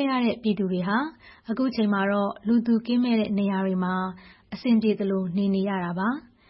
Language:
Burmese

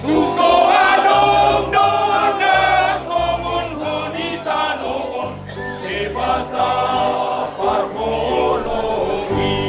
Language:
Batak Toba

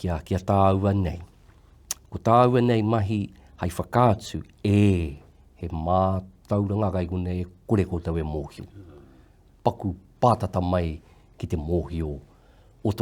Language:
Māori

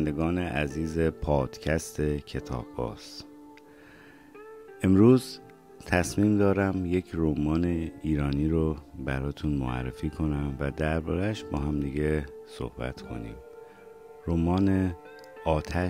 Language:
Persian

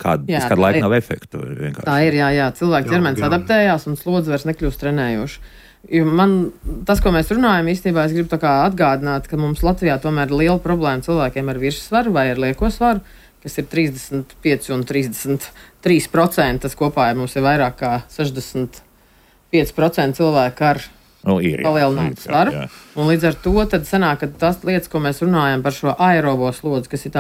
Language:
Latvian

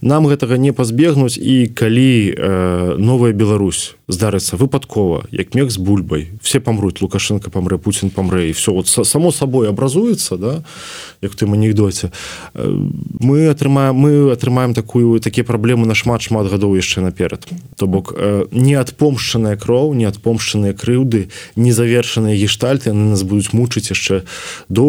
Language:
Belarusian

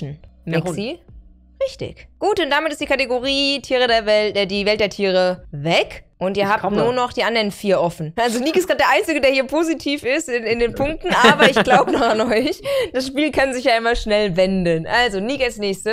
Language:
German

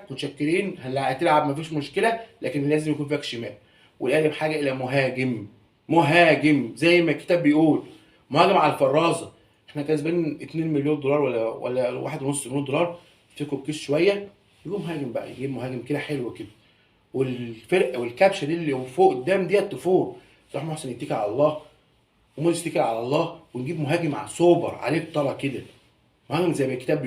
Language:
Egyptian Arabic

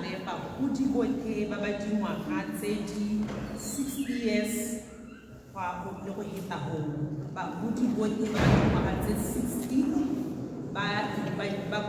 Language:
Tswana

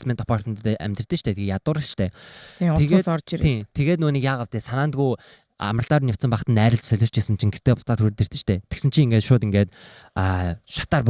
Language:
Mongolian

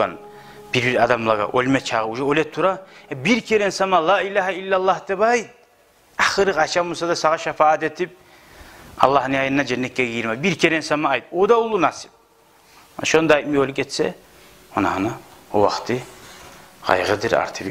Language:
Kumyk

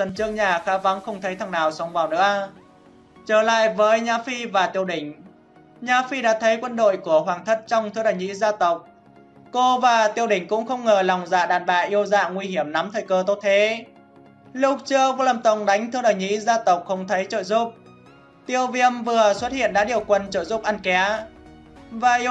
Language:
Vietnamese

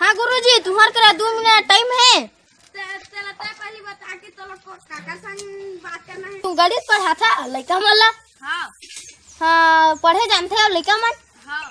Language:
Chhattisgarhi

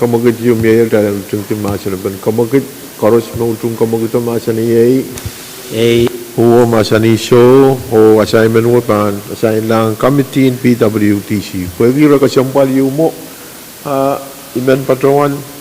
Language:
Pohnpeian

